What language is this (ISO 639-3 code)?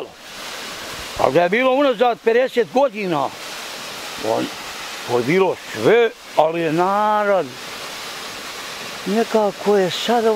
bos